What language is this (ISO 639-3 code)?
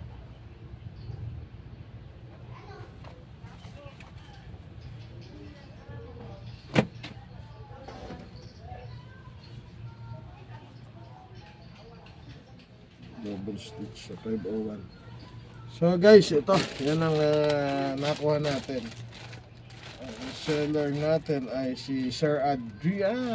fil